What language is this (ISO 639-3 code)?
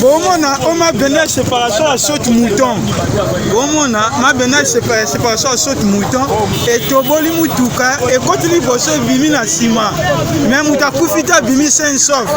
lin